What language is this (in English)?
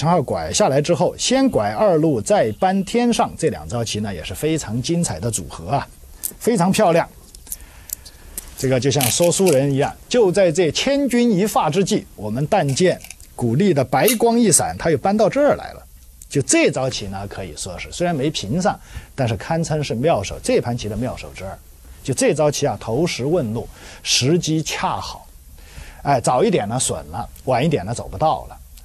Chinese